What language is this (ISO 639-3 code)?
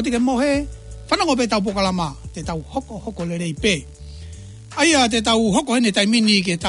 ton